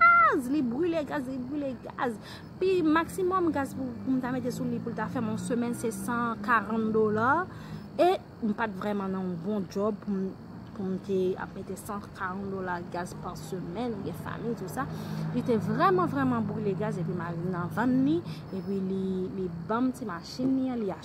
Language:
Haitian Creole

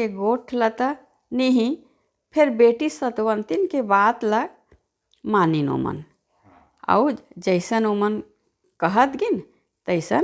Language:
Chhattisgarhi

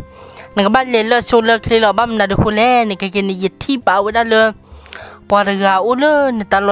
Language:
S'gaw Karen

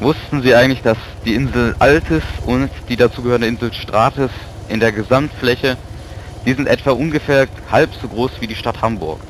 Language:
Swiss German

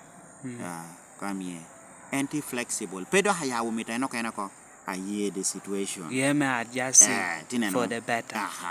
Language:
Lango (Uganda)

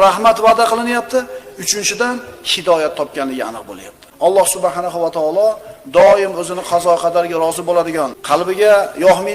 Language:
Uzbek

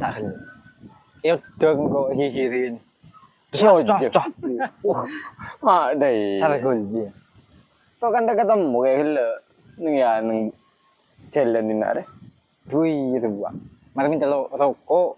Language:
Madurese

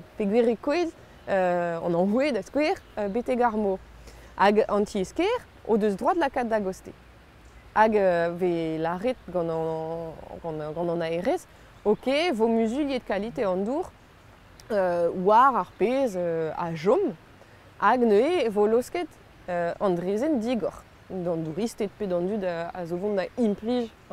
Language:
Breton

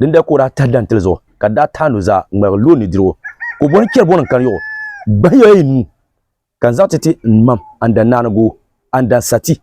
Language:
Dagbani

